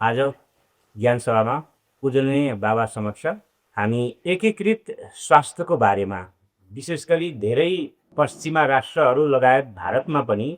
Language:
Nepali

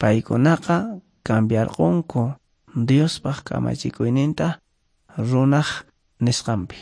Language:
Quechua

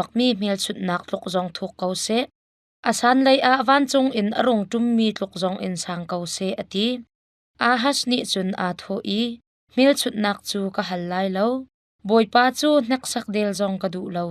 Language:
Hakha Chin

